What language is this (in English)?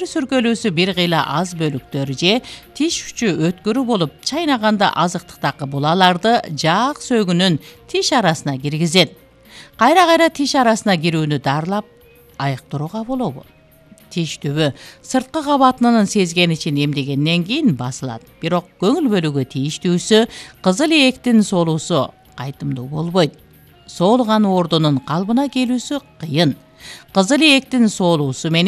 Kyrgyz